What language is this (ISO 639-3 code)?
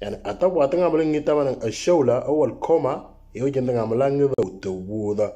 mor